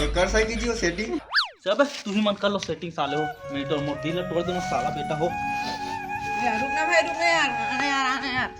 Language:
Chhattisgarhi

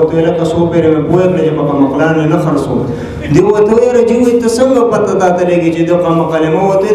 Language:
Pashto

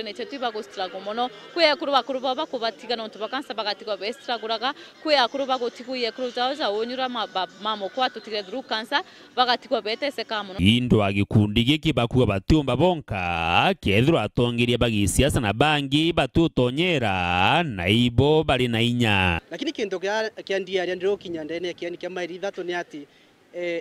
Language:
Meru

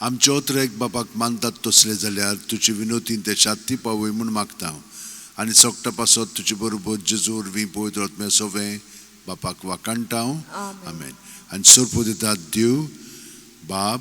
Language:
Konkani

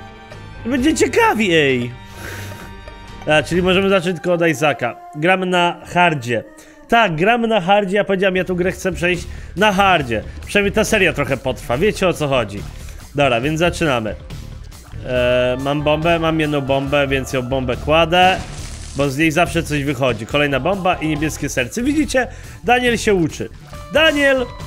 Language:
Polish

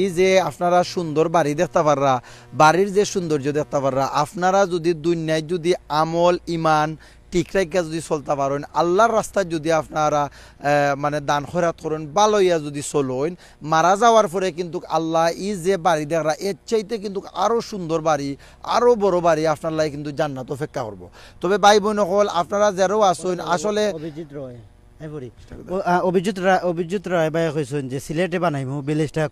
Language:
Sylheti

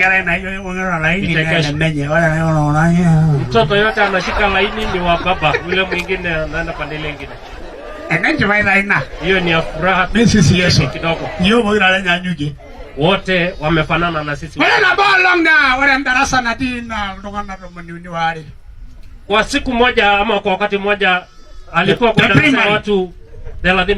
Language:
Masai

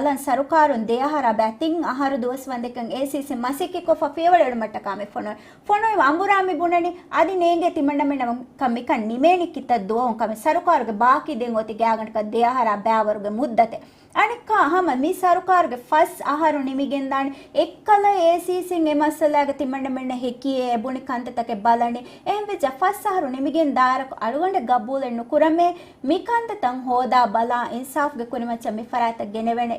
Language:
Divehi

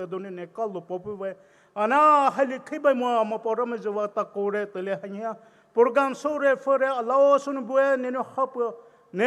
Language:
Poumei Naga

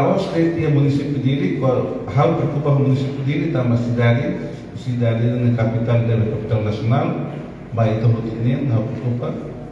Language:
Tetum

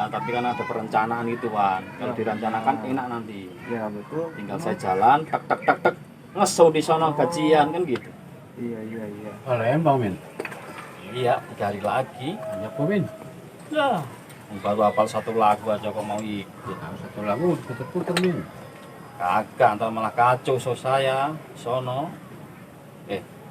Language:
Betawi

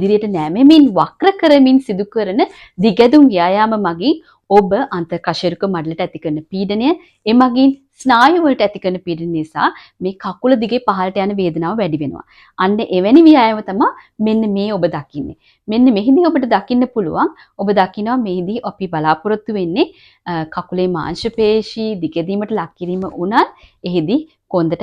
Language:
Sinhala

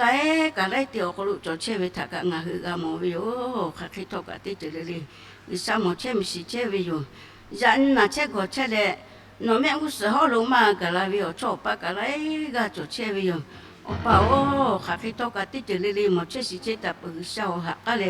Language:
Lahu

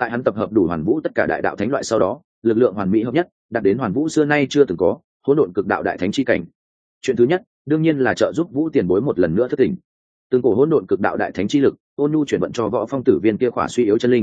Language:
Vietnamese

